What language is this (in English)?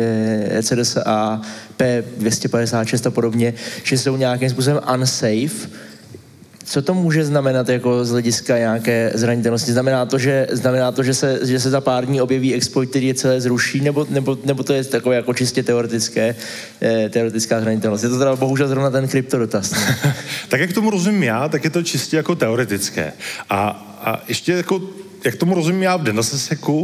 Czech